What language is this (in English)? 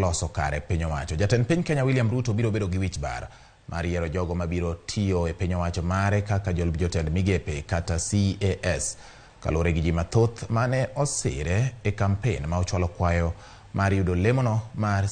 Luo (Kenya and Tanzania)